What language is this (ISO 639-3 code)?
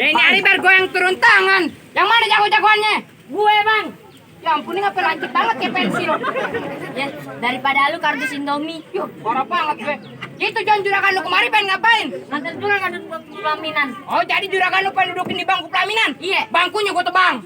bew